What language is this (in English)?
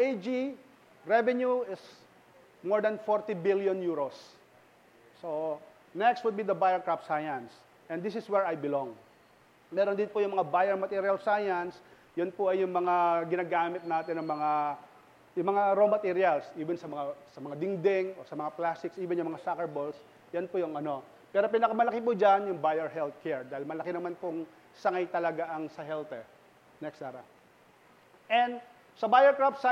Filipino